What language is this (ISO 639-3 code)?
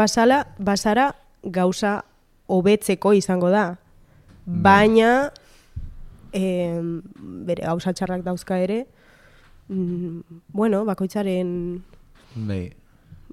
eus